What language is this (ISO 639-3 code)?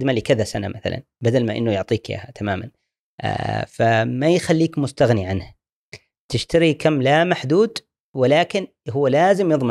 afb